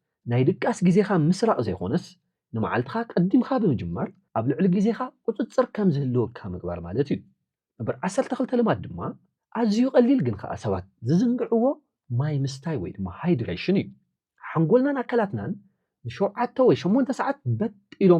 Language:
Tigrinya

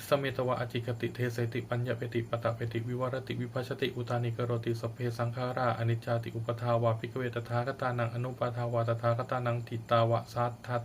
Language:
Pali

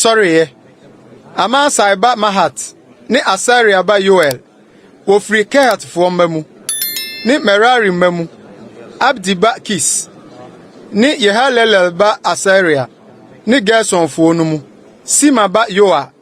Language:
Akan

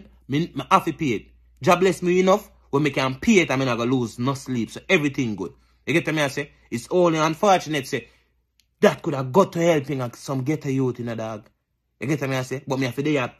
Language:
Jamaican Creole English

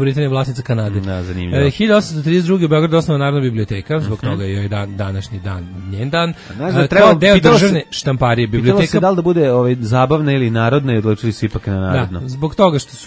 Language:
Serbian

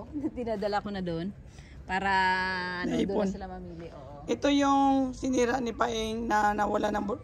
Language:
Filipino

